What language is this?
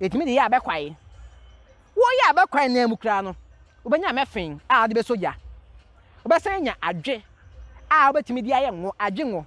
Akan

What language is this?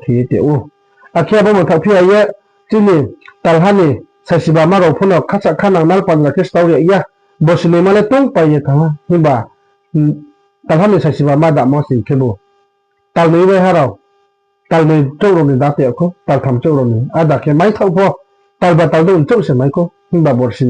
Riang (India)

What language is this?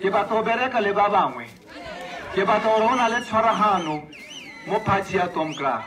Tswana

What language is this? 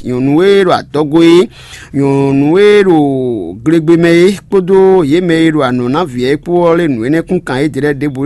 Fon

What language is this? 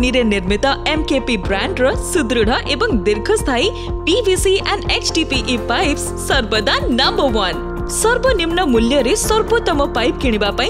Odia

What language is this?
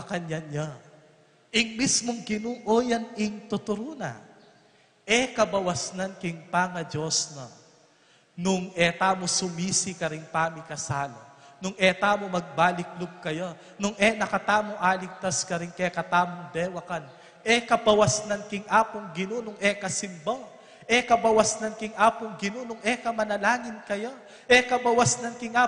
Pampanga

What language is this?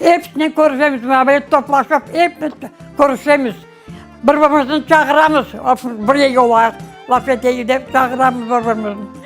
Crimean Tatar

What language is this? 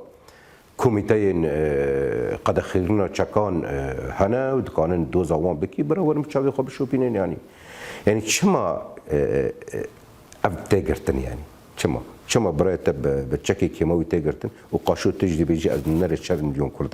Kurdish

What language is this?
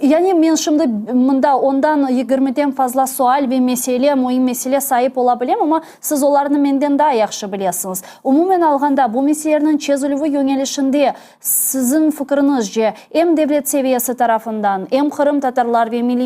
Crimean Tatar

